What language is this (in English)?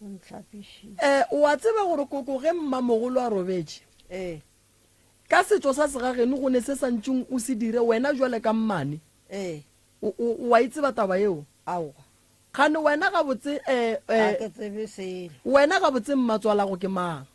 Northern Sotho